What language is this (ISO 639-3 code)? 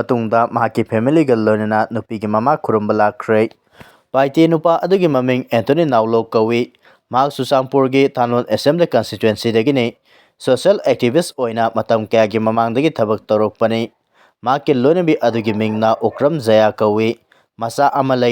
mni